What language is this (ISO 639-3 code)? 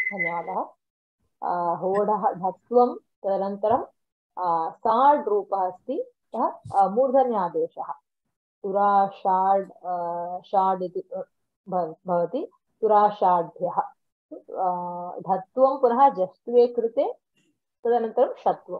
san